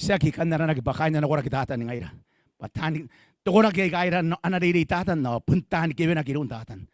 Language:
Gilbertese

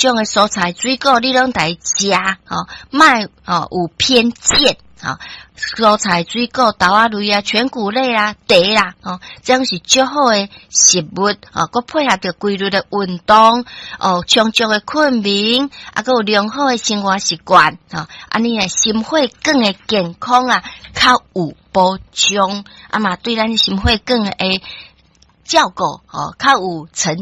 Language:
Min Nan Chinese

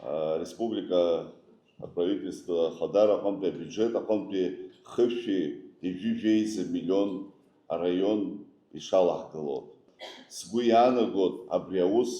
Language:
Abkhazian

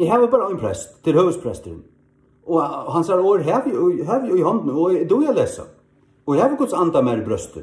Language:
Faroese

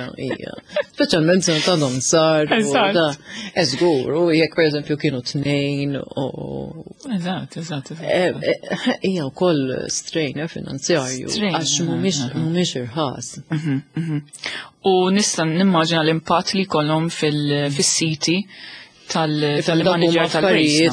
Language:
Maltese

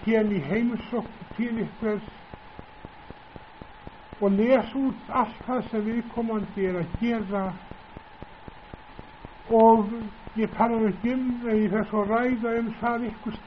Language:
Icelandic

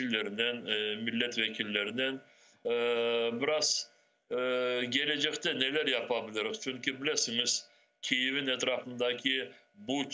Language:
Crimean Tatar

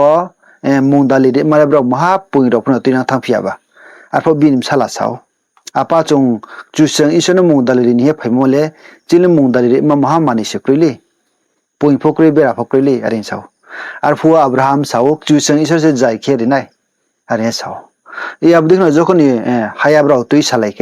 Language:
Riang (India)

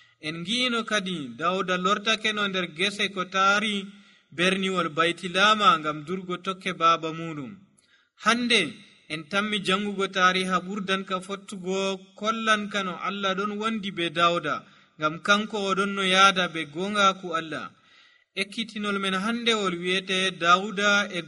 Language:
Nigerian Fulfulde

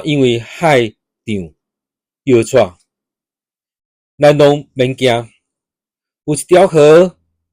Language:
Min Nan Chinese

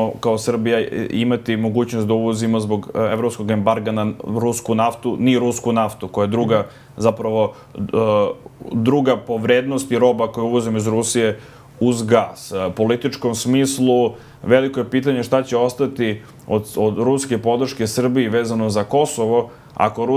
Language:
Serbian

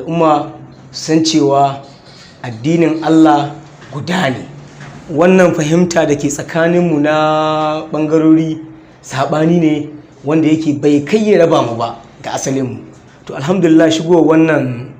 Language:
Hausa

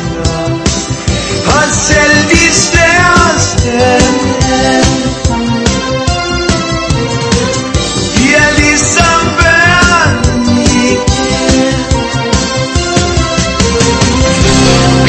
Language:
Danish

